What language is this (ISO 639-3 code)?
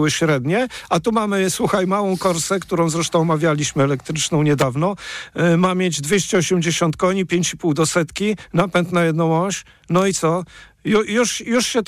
pol